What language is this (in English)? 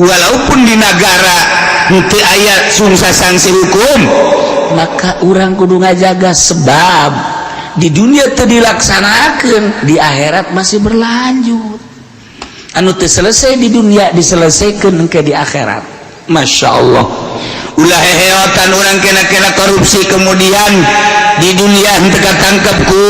Sundanese